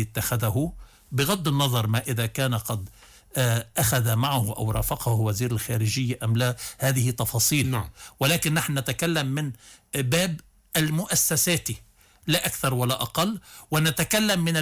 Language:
Arabic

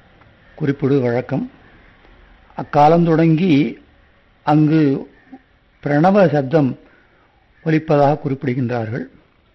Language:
Tamil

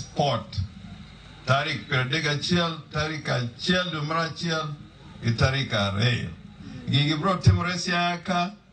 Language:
Luo (Kenya and Tanzania)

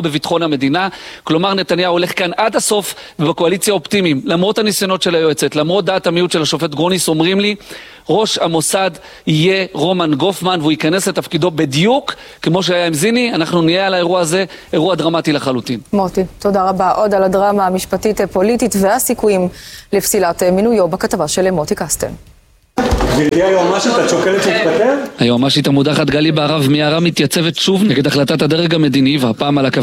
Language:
Hebrew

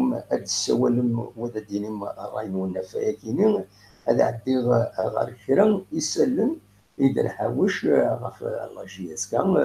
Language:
Kabyle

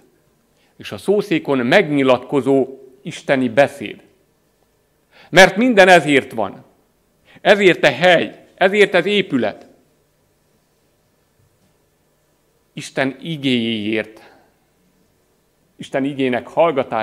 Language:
Hungarian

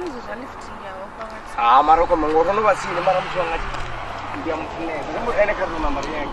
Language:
Venda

